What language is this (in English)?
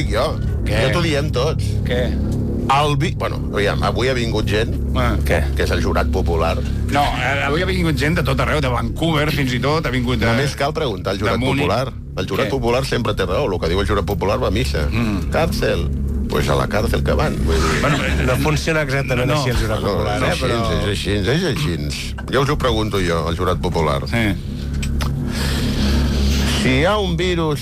Catalan